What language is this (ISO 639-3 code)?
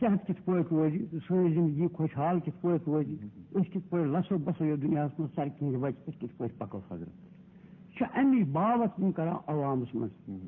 kas